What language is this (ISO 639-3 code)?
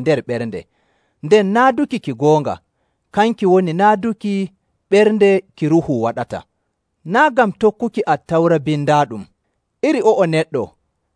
fuv